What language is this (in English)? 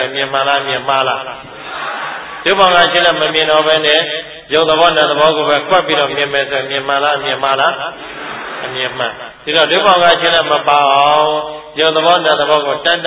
Burmese